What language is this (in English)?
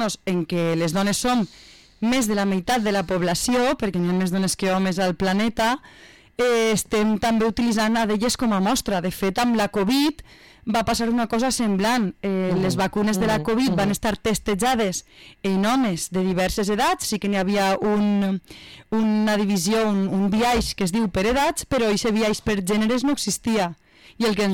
Catalan